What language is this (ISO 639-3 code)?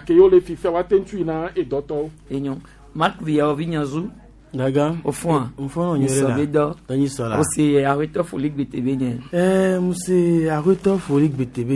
gej